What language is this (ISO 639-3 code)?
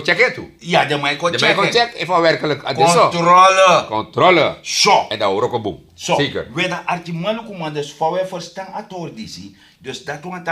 srn